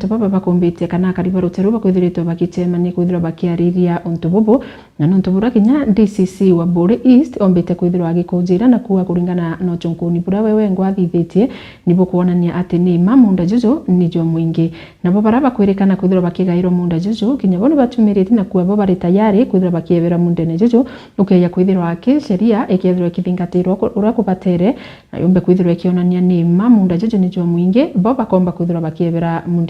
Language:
Meru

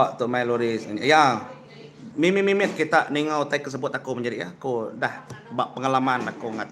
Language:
Iban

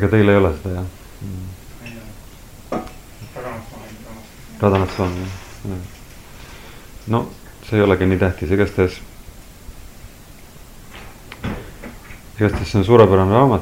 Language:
Estonian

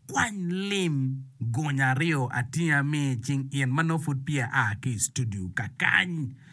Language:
Acoli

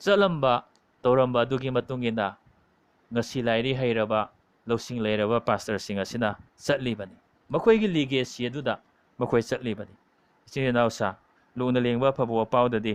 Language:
Manipuri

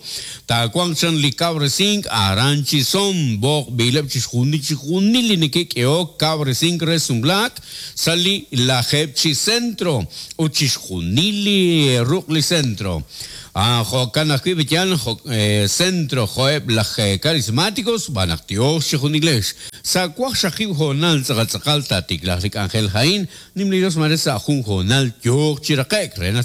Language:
Kekchí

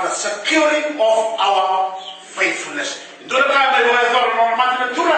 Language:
Fijian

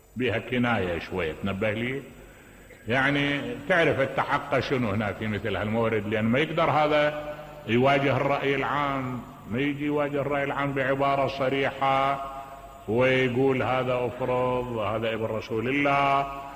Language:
Mesopotamian Arabic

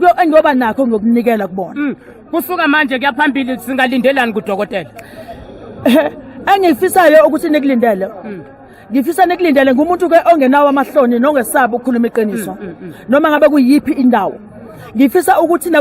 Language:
Zulu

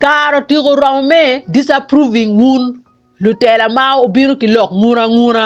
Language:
Acoli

